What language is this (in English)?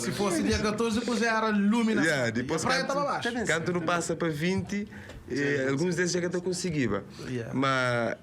Kabuverdianu